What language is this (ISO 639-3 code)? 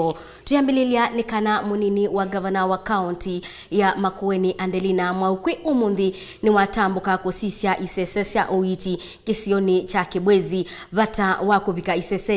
kam